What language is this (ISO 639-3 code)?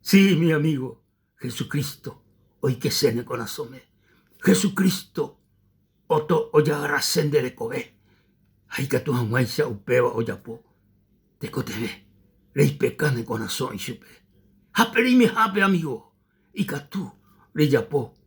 grn